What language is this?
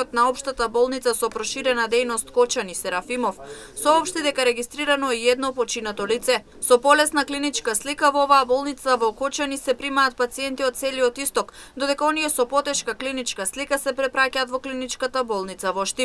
Macedonian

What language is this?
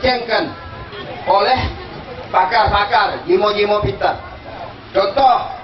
Lampung Nyo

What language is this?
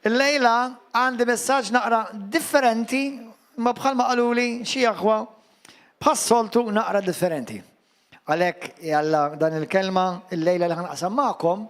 Maltese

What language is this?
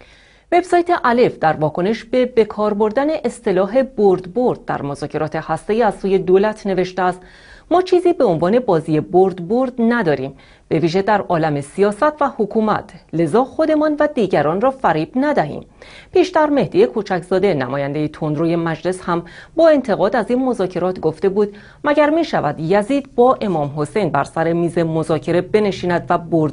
Persian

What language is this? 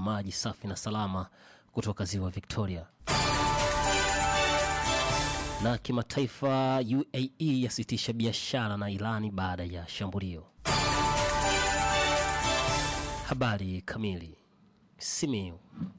Swahili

